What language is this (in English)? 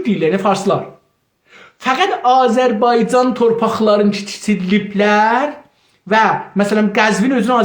South Azerbaijani